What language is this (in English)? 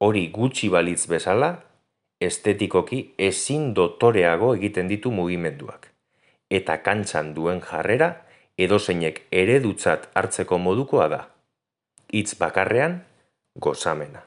Basque